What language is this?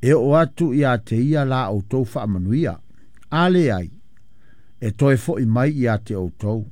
Samoan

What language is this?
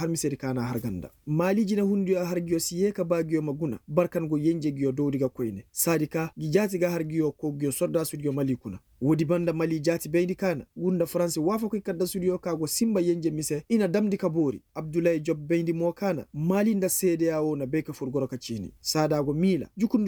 Koyraboro Senni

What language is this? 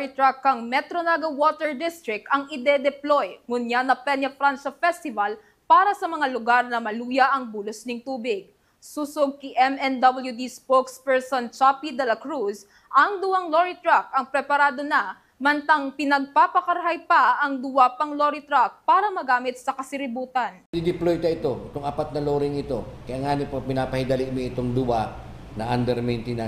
Bikol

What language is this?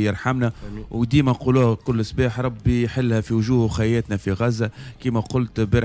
Tunisian Arabic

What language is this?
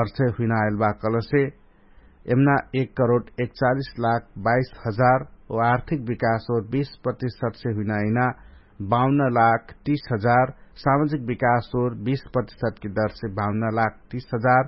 Dangaura Tharu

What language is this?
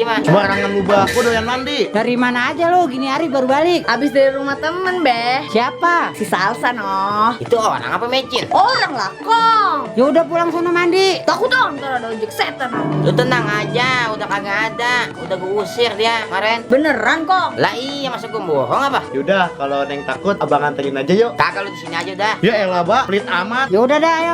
Betawi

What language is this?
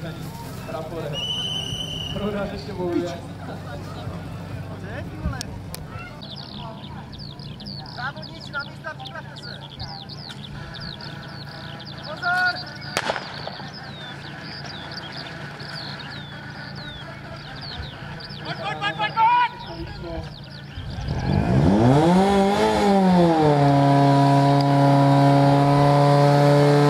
Czech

